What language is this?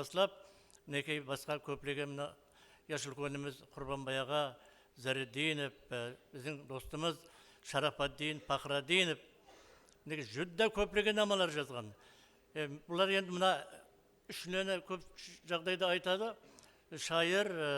Kara-Kalpak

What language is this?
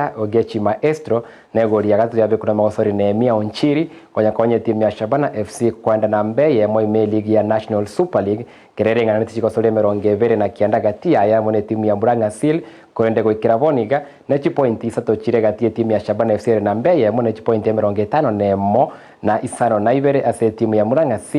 Gusii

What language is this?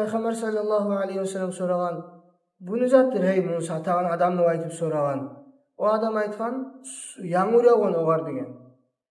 Kumyk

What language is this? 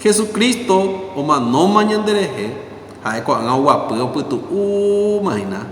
Guarani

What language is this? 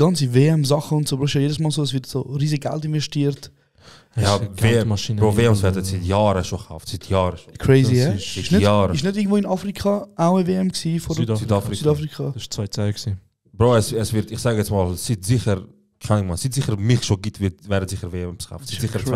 Swiss German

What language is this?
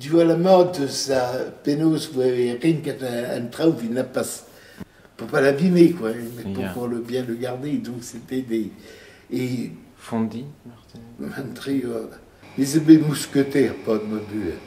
Breton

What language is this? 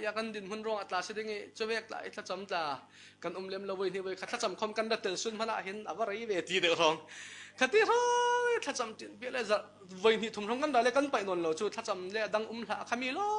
Falam Chin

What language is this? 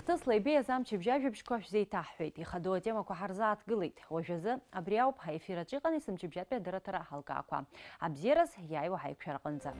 Abkhazian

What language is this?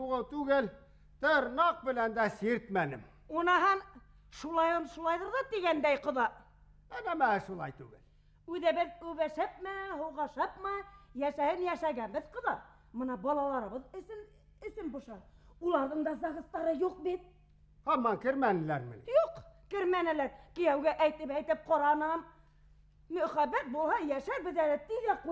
Bashkir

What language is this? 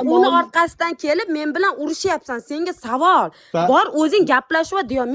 Uzbek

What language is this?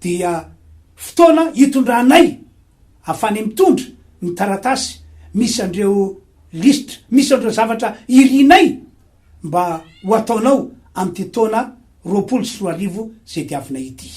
Malagasy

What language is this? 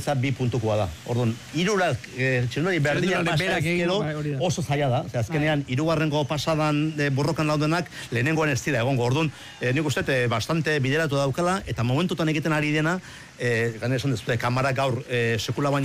Basque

